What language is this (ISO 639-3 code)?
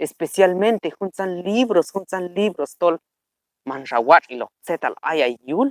kjb